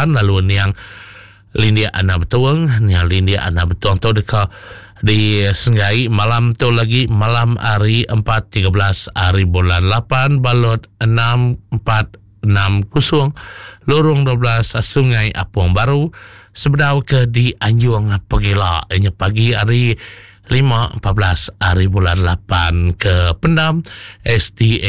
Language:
Iban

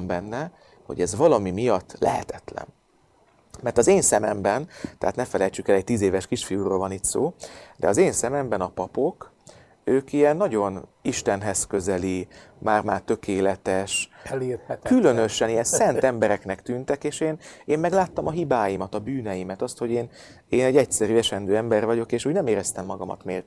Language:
Hungarian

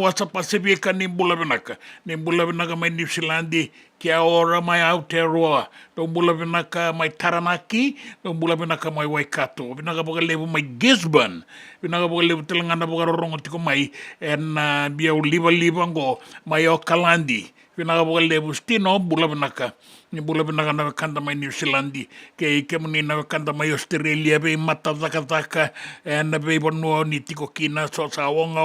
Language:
Fijian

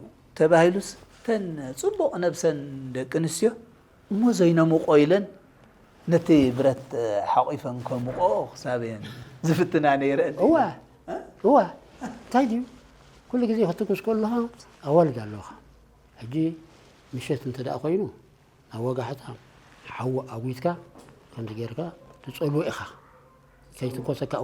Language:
Tigrinya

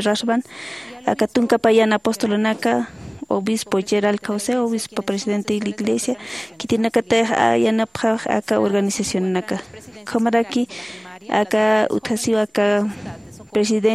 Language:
Aymara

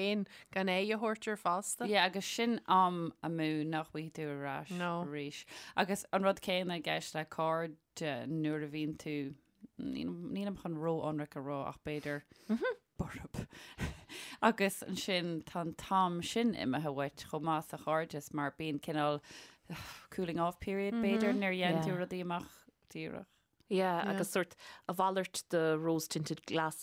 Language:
Irish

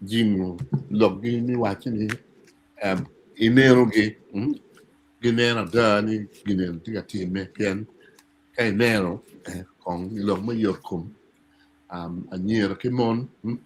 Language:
Acoli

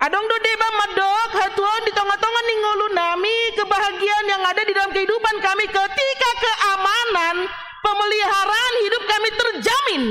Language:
Batak Toba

